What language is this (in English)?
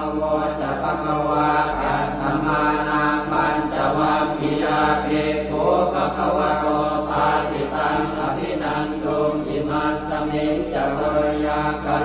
Pali